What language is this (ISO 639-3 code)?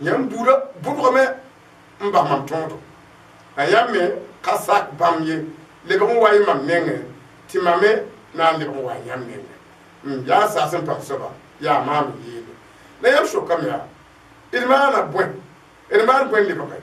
mos